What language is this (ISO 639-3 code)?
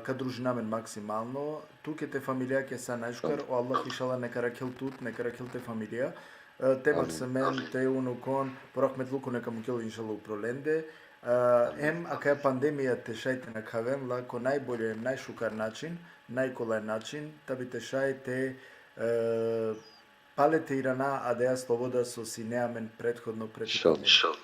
rmn